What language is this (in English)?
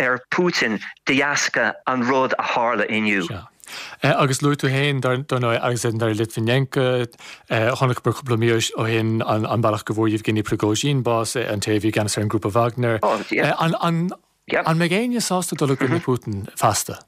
Irish